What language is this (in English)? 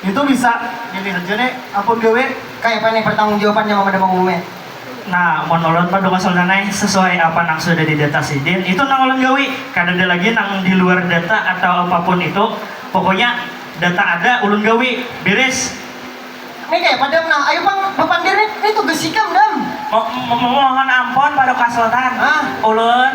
Banjar